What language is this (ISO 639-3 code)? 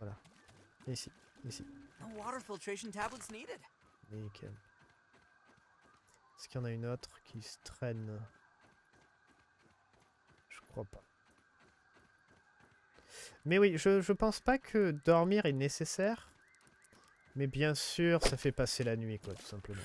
fra